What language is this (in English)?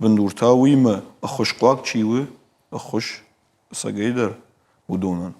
Ossetic